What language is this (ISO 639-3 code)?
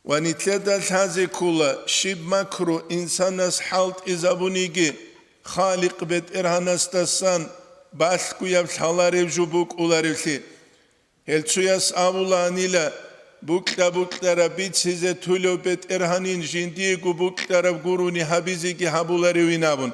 ava